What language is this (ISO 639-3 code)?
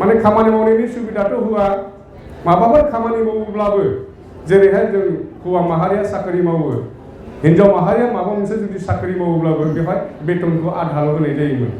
brx